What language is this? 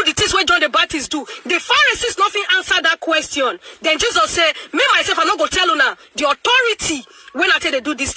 Nigerian Pidgin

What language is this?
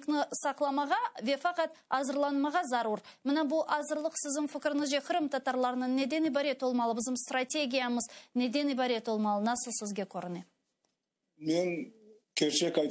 Crimean Tatar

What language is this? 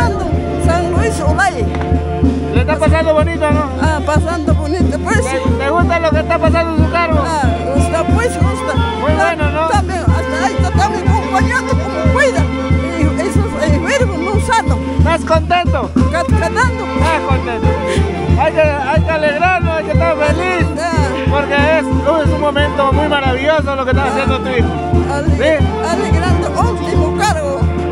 Spanish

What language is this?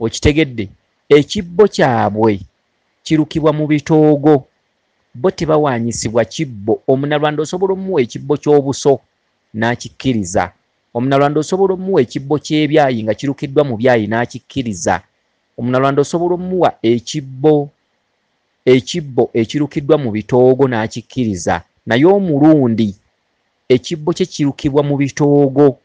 Ganda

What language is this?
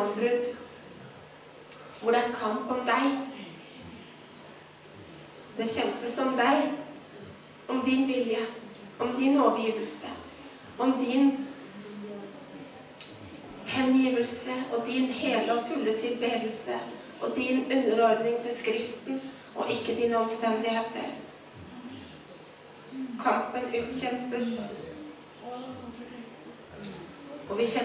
Norwegian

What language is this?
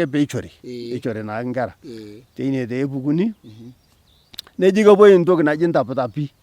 Masai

